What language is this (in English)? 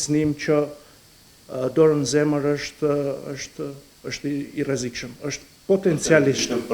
Albanian